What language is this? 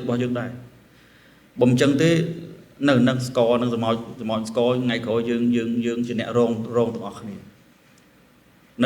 Khmer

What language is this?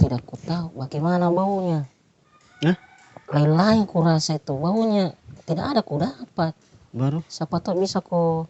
Makassar Malay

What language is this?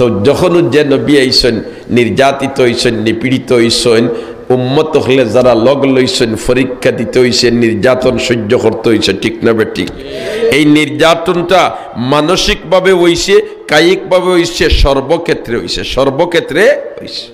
Sylheti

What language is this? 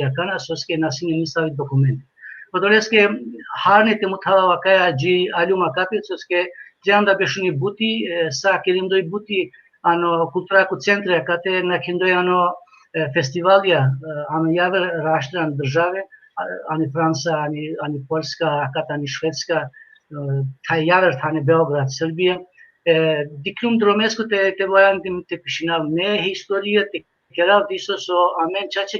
Balkan Romani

